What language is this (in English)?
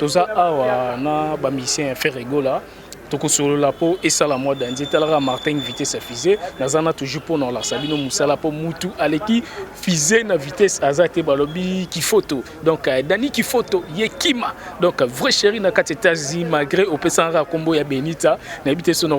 Lingala